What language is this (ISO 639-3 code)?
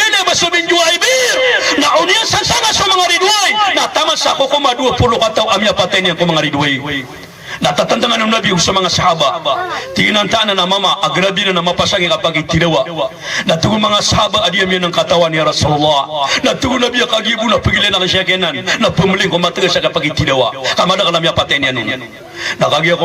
mrw